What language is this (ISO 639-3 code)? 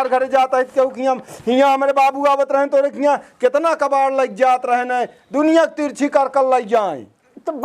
awa